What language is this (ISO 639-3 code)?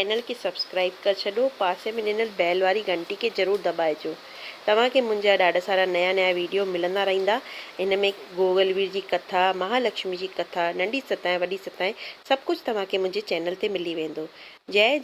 snd